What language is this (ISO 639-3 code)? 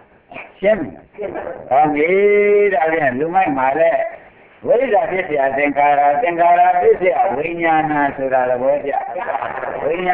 mya